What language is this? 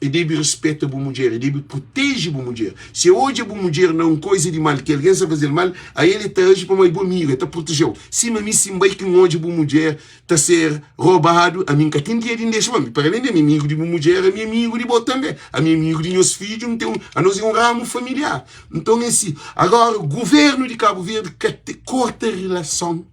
Kabuverdianu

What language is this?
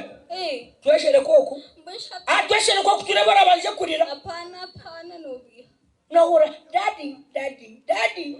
Nyankole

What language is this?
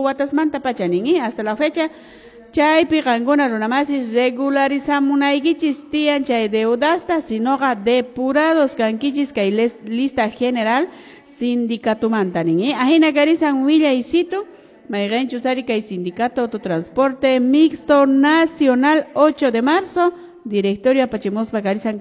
Quechua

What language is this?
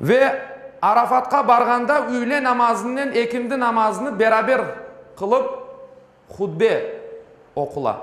Crimean Tatar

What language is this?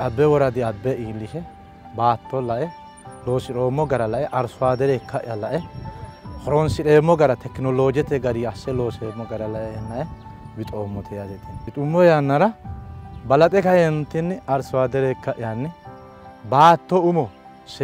Sidamo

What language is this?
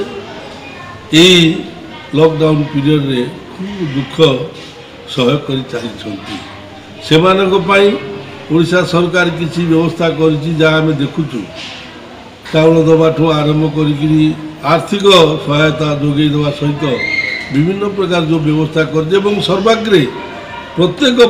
Odia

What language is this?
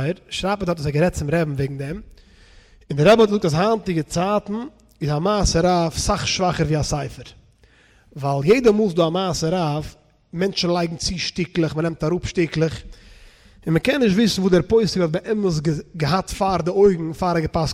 Yiddish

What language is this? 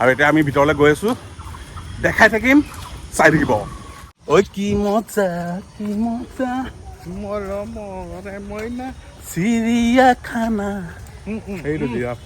Assamese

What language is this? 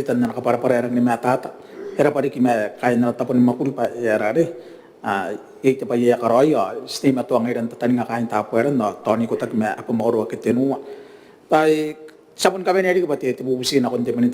Gilbertese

